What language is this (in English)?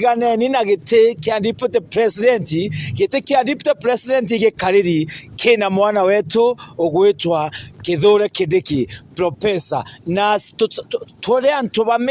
Meru